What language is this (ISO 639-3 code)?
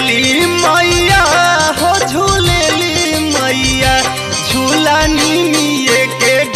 bho